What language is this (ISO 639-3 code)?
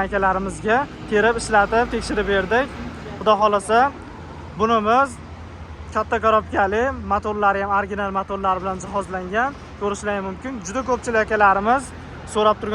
uzb